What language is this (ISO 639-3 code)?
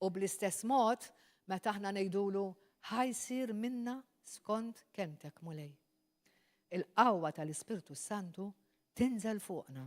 mlt